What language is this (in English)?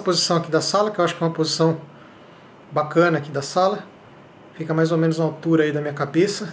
Portuguese